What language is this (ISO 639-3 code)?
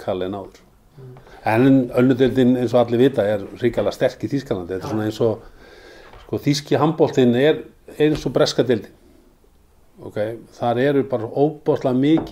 isl